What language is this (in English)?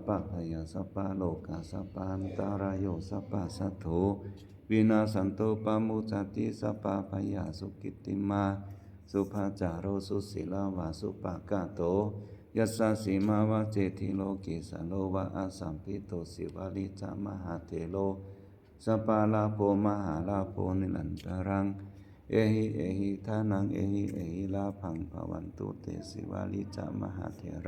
Pali